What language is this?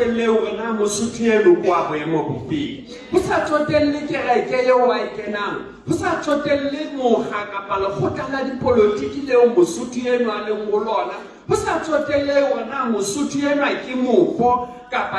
Southern Sotho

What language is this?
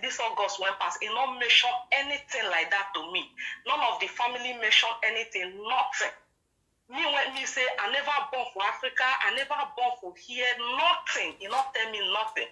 Nigerian Pidgin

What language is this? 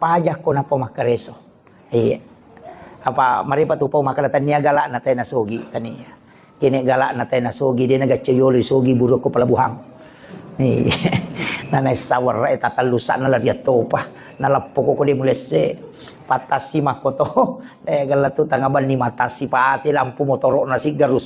Buginese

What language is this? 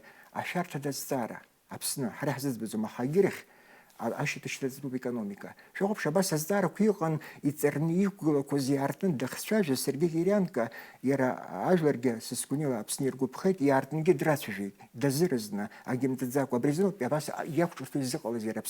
Abkhazian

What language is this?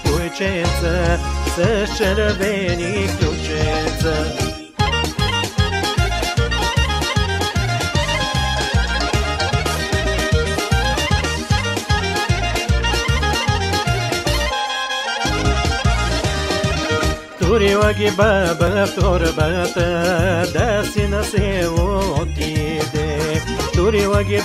Bulgarian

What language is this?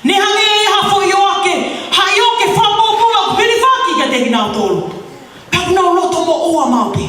Tongan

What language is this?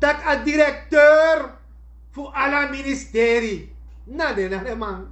Sranan Tongo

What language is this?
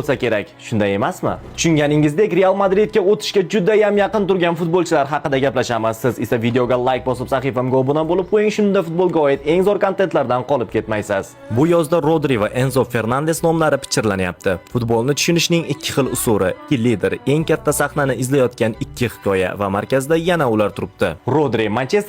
Uzbek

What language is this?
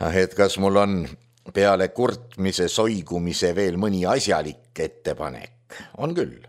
Estonian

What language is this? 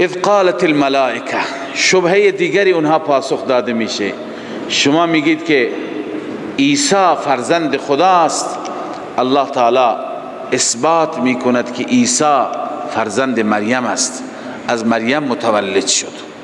Persian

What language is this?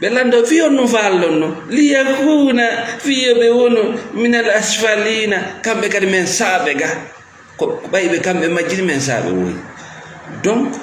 Fula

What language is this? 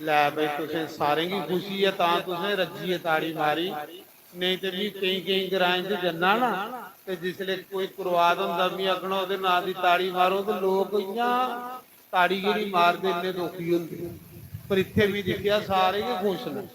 Dogri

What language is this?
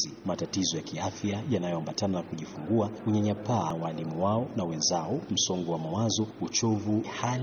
Swahili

